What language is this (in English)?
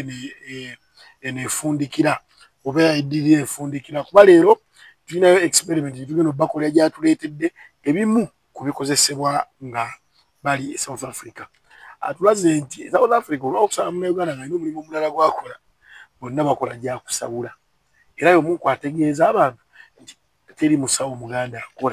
Ganda